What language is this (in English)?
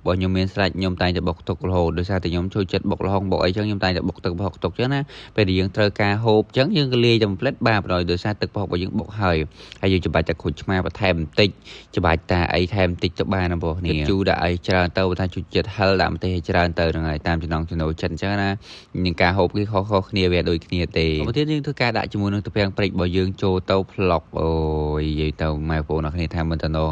Khmer